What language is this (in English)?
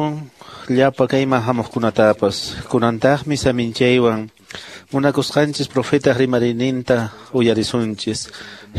Quechua